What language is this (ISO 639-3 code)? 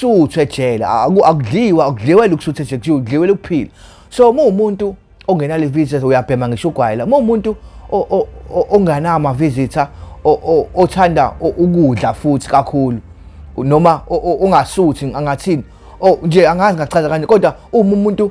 zul